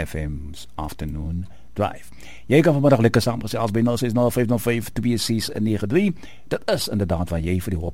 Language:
Afrikaans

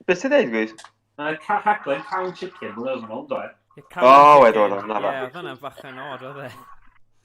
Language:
Welsh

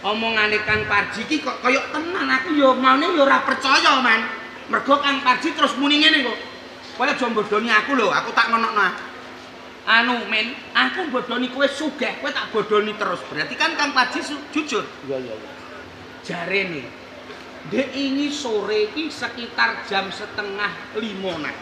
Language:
Javanese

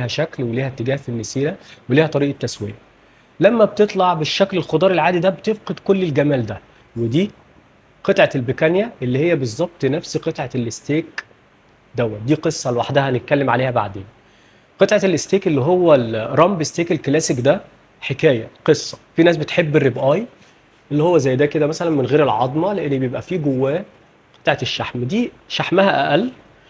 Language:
Egyptian Arabic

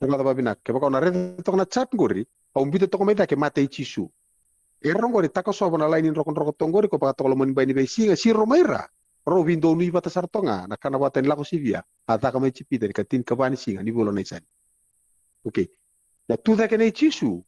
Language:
Fijian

